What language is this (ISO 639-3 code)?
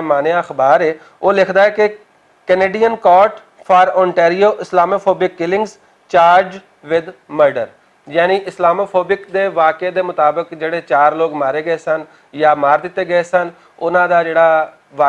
lah